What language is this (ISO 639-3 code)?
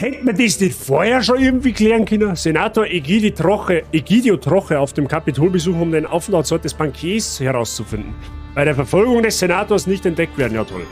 bar